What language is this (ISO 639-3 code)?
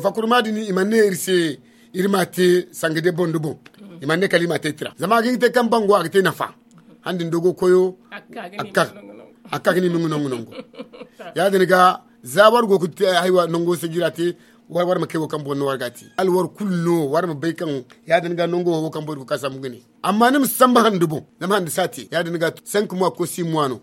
dje